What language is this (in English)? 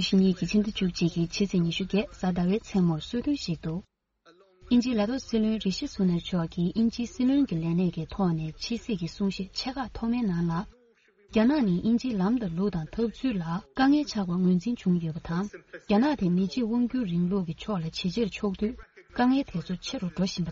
Tibetan